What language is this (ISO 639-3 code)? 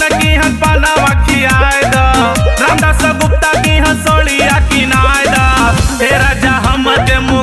bho